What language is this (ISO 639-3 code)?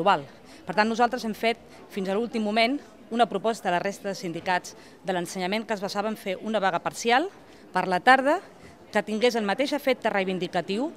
cat